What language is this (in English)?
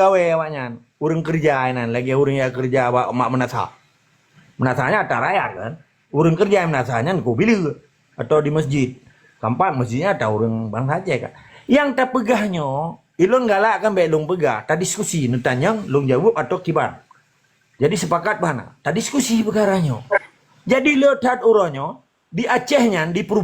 Achinese